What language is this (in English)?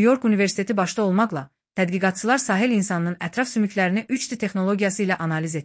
Azerbaijani